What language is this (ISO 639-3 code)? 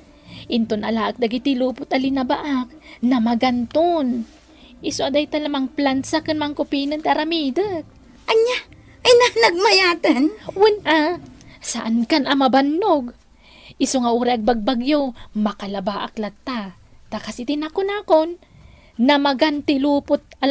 ilo